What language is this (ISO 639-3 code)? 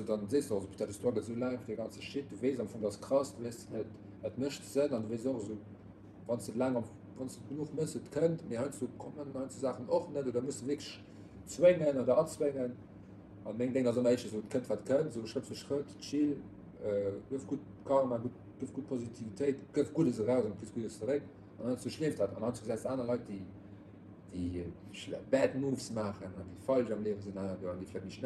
ltz